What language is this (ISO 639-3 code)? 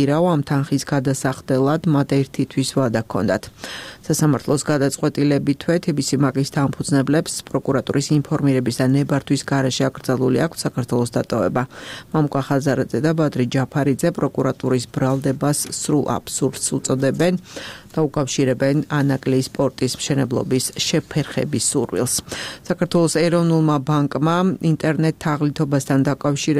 kat